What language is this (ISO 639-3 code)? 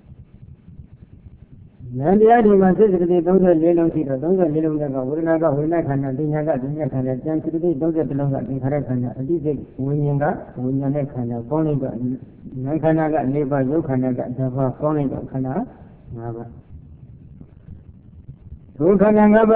mya